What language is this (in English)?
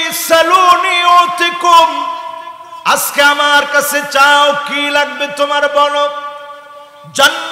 Bangla